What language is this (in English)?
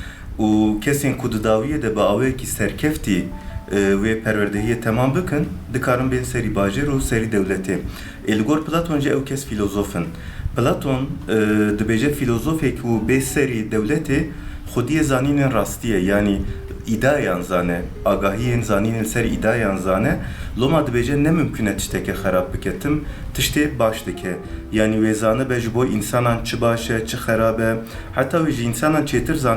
Kurdish